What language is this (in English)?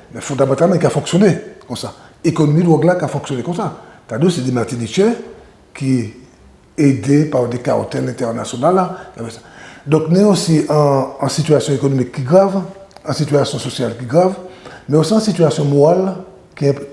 Guadeloupean Creole French